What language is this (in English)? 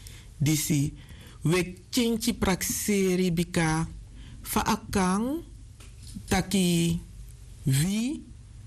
Sranan Tongo